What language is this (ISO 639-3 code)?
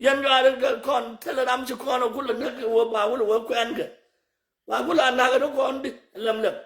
nus